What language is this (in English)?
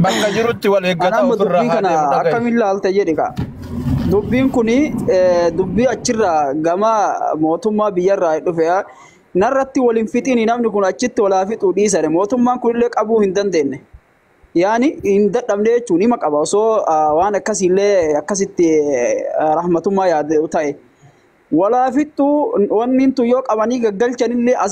Oromo